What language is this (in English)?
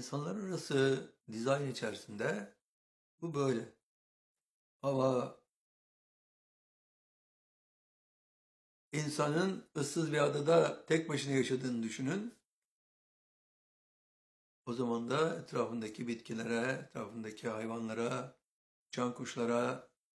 Turkish